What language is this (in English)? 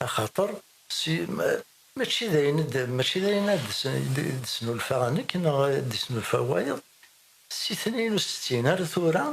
Kabyle